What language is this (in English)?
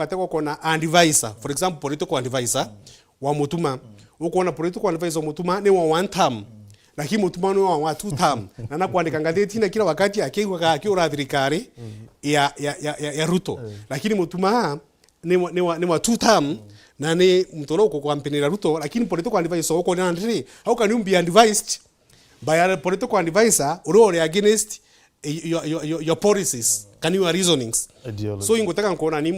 Meru